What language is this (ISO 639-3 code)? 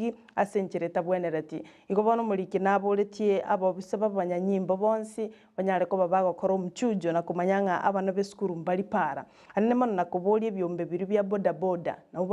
guz